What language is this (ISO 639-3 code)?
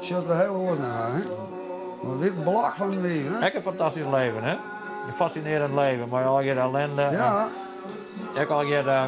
fry